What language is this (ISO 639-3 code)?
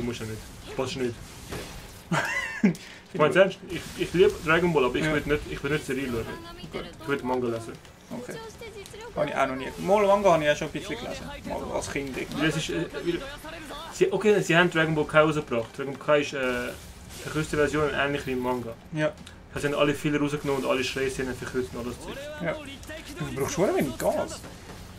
gsw